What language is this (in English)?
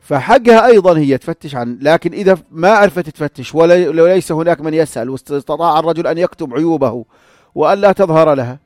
North Levantine Arabic